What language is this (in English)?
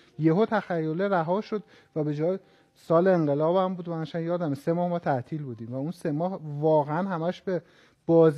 Persian